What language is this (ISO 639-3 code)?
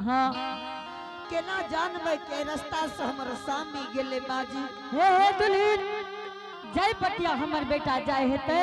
anp